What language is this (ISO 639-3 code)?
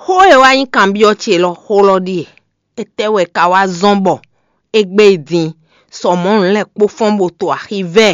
fon